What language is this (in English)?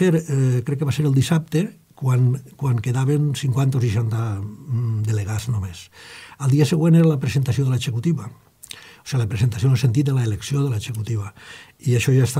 Catalan